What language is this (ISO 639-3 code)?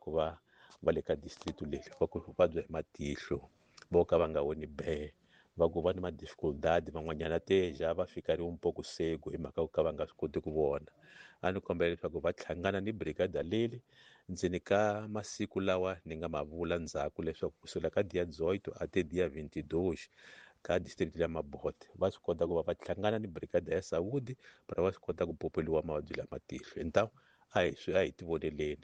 tso